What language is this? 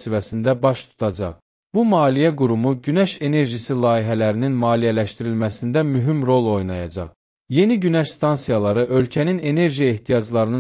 Azerbaijani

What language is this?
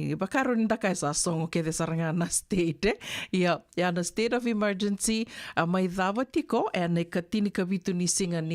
Fijian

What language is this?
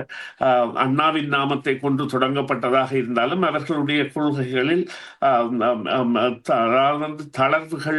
Tamil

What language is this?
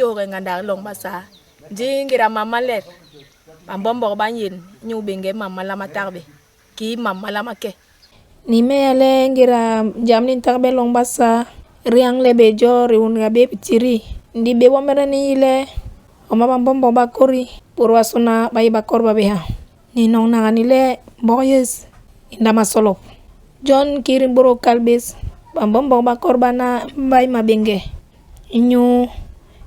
Basaa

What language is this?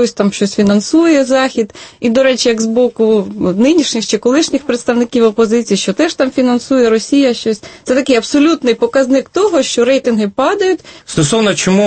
Ukrainian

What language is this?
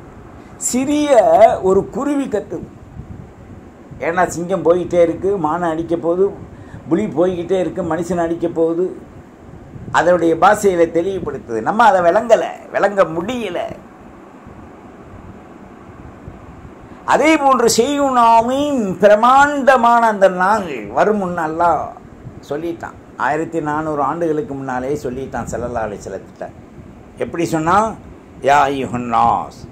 Tamil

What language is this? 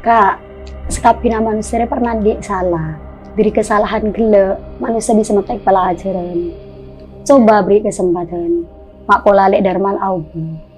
Madurese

